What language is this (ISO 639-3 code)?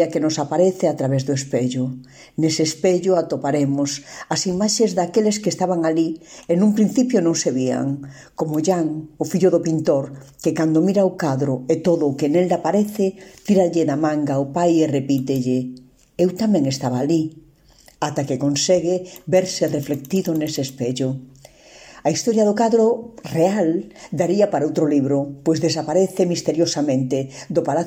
glg